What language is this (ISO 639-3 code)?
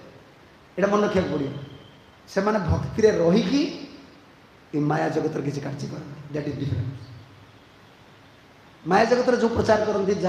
ori